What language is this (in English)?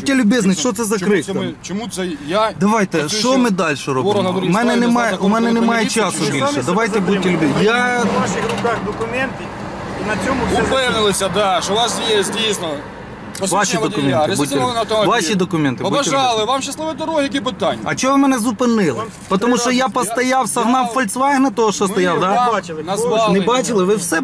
Ukrainian